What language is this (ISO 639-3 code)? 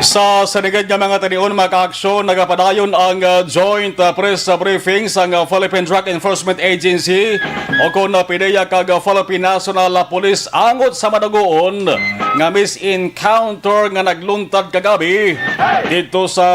hil